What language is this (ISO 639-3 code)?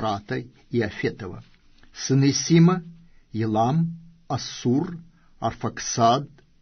rus